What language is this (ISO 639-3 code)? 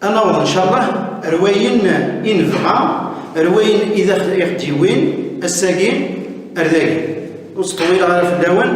kab